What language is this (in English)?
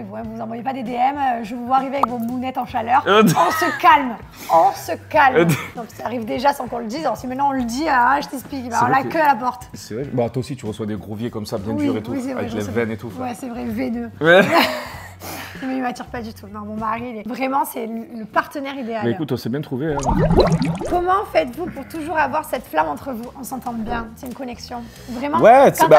French